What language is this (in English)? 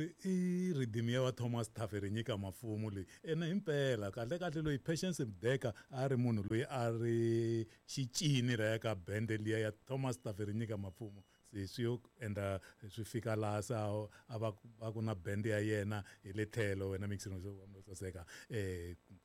Tsonga